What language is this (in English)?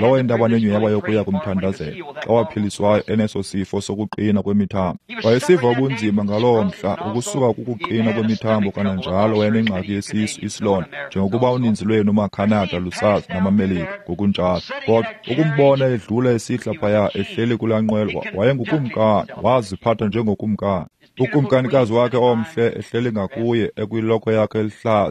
Xhosa